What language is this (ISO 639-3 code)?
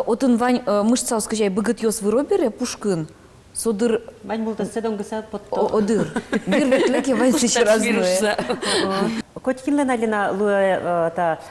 udm